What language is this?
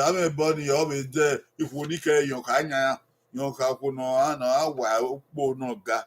Bini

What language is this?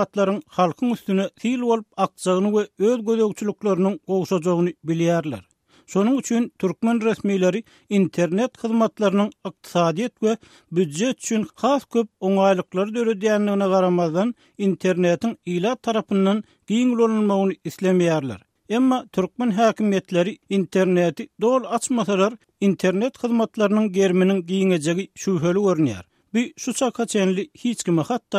Turkmen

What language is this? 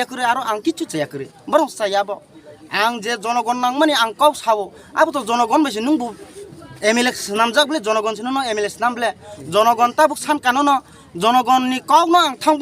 Kok Borok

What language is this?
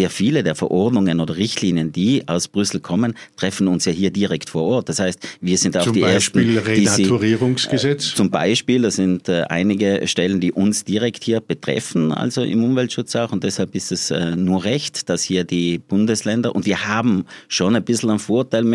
German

